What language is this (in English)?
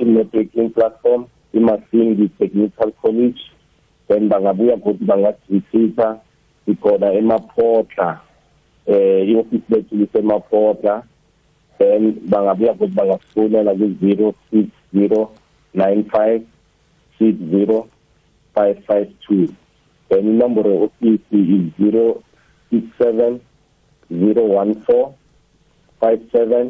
South Ndebele